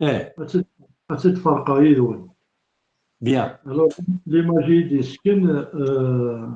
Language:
Kabyle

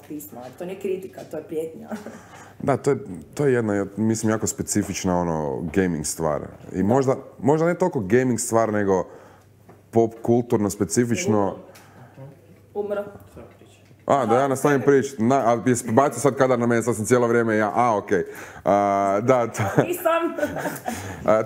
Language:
Croatian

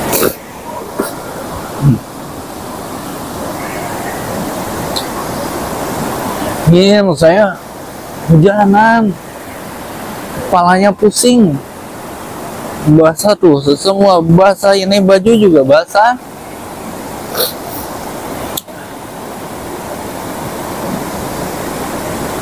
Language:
Indonesian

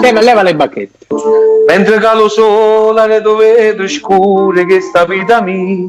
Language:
Neapolitan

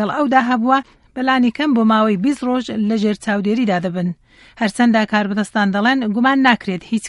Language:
Central Kurdish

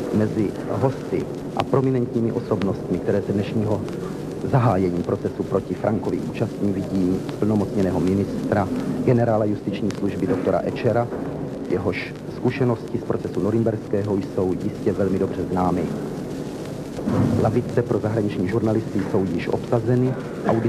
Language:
Czech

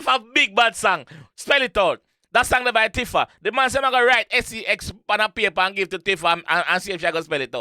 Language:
Jamaican Creole English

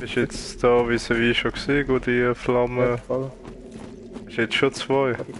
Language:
Swiss German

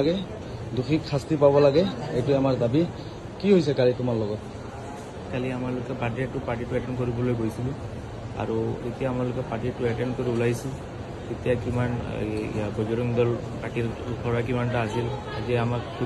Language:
Assamese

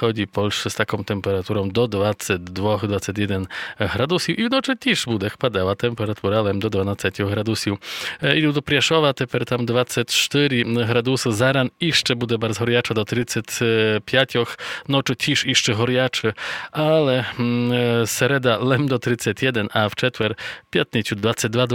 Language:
Rusyn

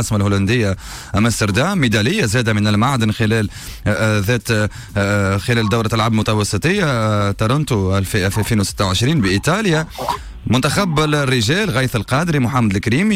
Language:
Tunisian Arabic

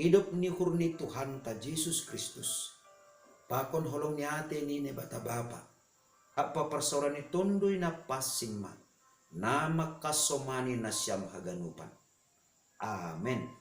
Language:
Batak Simalungun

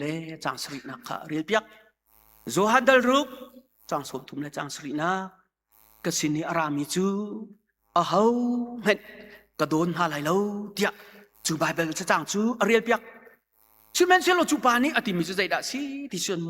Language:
Hakha Chin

